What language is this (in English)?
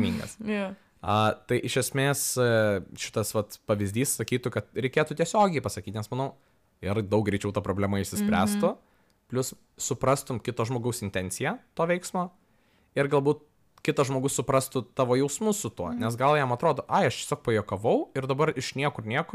Lithuanian